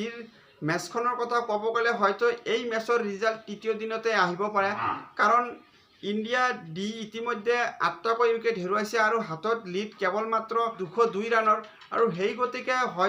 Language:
Assamese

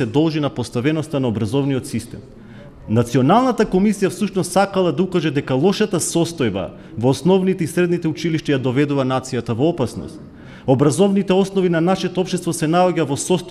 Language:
Macedonian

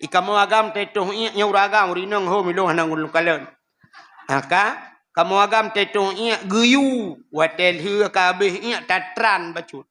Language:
Achinese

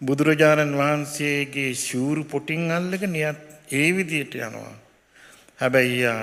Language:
Sinhala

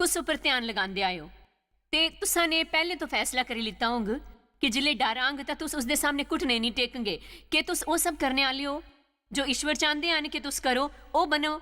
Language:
Dogri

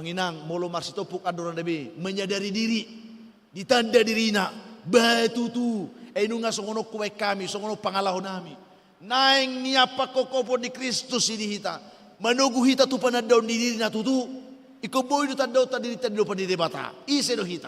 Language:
Batak Toba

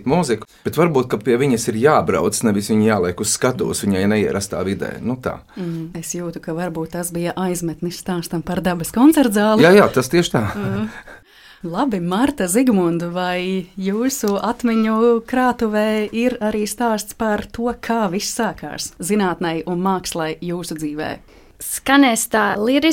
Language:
Latvian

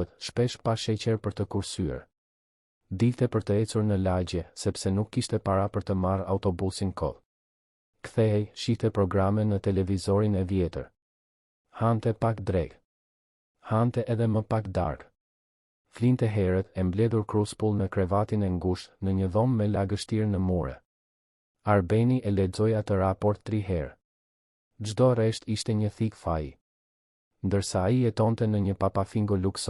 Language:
Albanian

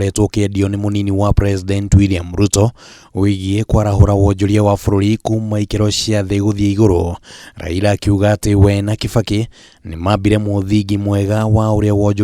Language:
Kikuyu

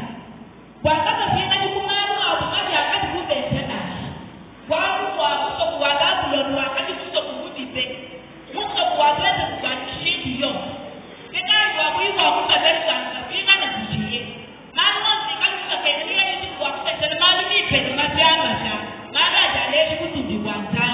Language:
Luba-Lulua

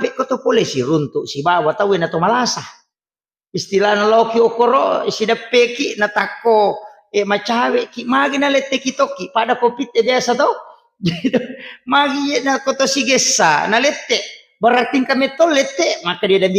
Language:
Buginese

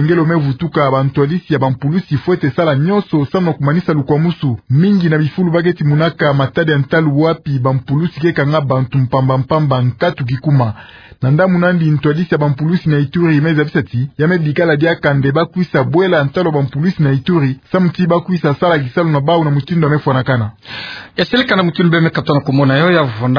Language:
Kituba (Democratic Republic of Congo)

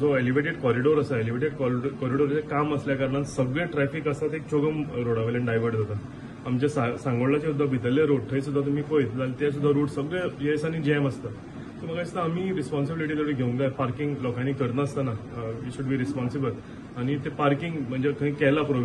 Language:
Konkani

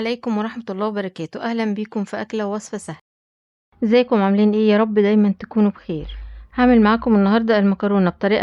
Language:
Egyptian Arabic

